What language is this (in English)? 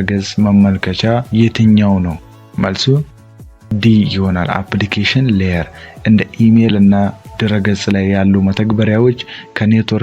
Amharic